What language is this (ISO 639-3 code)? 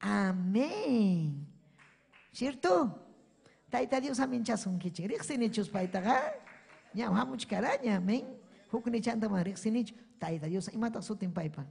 quy